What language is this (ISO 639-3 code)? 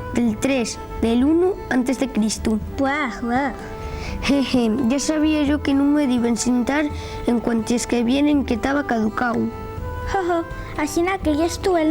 ast